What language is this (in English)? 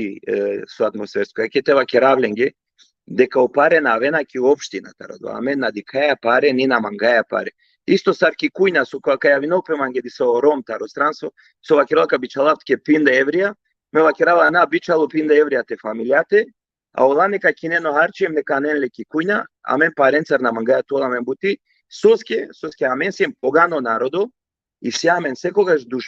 Balkan Romani